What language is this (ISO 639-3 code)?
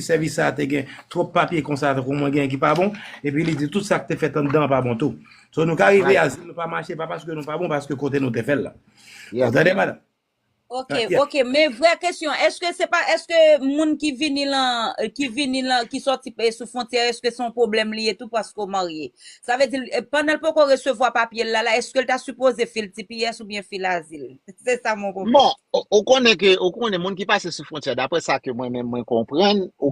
hat